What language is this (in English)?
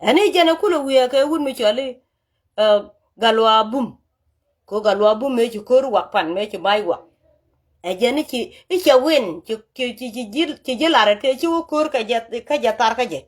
Nuer